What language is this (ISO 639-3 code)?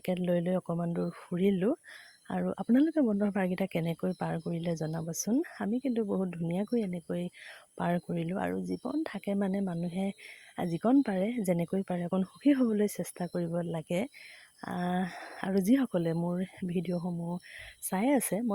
asm